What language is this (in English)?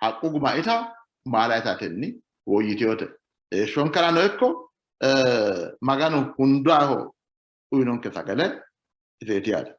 Sidamo